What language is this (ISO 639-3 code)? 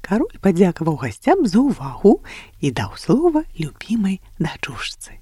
bel